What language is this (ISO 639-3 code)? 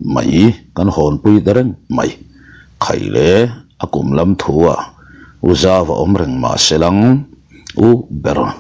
lus